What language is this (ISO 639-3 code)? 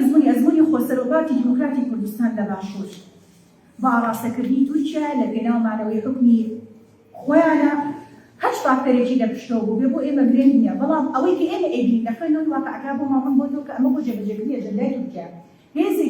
ckb